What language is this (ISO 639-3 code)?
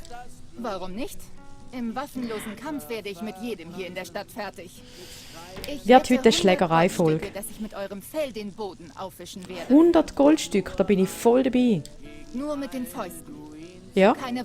gsw